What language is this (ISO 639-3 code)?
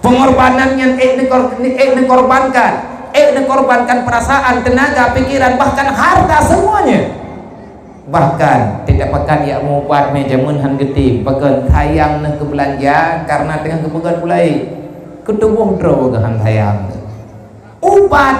ace